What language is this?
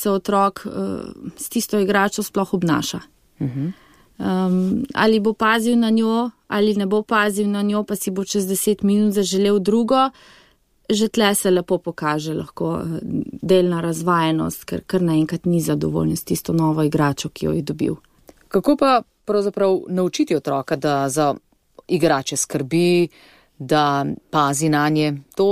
Slovenian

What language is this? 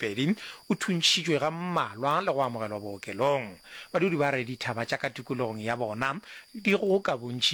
Northern Sotho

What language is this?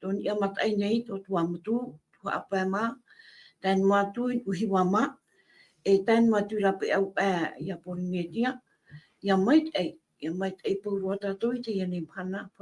Tahitian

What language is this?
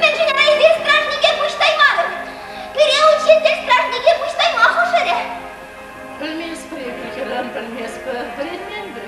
Chuvash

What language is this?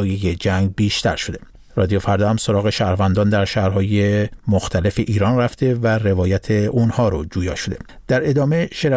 Persian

